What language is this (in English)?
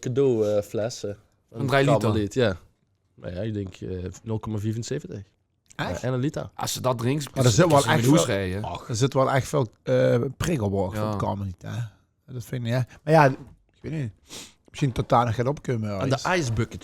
Limburgish